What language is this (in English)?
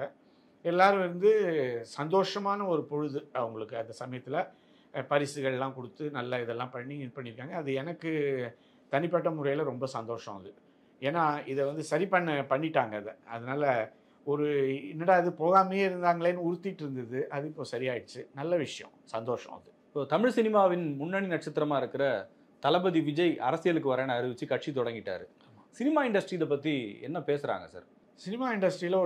Tamil